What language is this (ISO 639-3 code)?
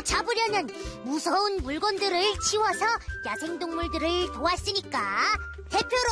kor